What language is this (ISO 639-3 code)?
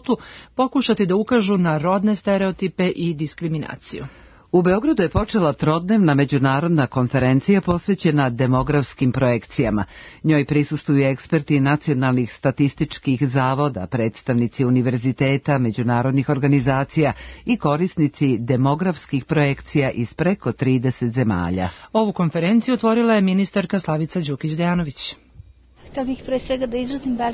srp